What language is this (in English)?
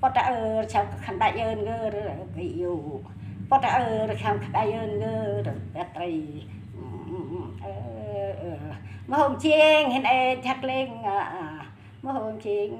Central Mnong